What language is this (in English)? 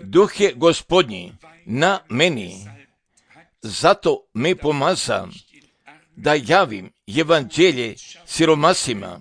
Serbian